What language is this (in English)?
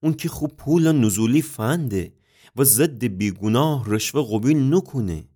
Gilaki